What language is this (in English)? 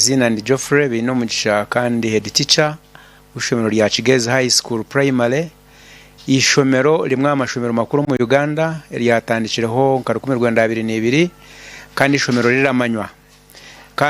Nyankole